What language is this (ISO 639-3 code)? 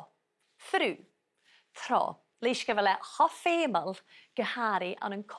gla